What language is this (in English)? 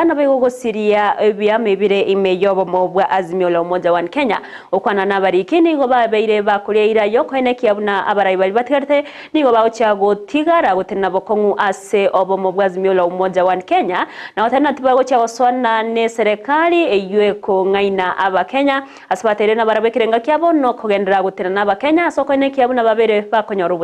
Gusii